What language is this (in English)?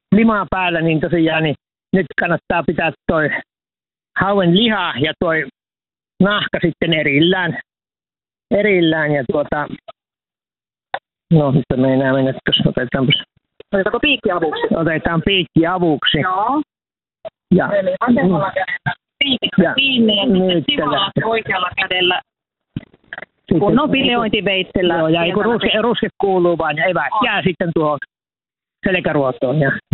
Finnish